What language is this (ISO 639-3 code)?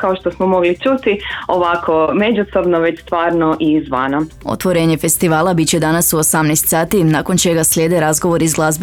hrv